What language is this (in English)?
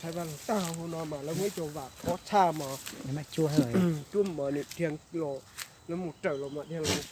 Hmong